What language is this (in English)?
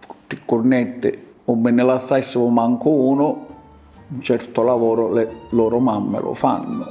Sicilian